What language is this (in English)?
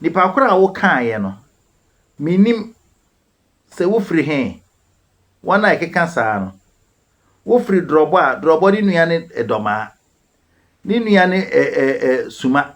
Akan